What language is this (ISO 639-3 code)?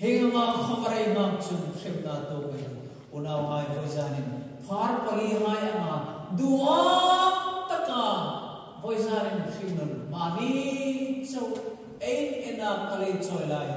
hmr